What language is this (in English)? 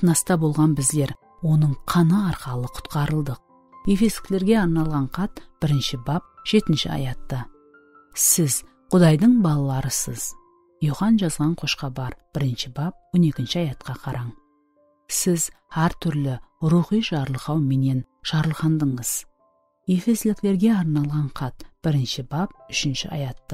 Kara-Kalpak